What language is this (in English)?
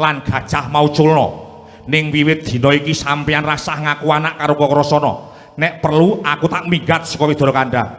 Javanese